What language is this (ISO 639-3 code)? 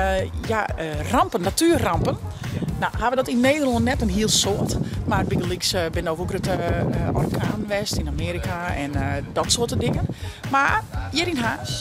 fry